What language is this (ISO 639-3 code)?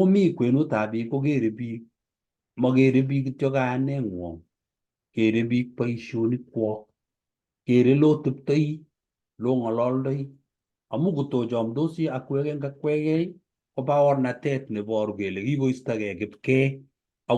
kln